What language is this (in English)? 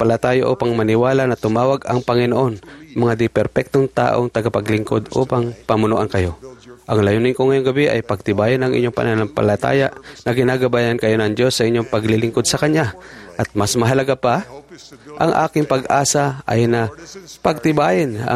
Filipino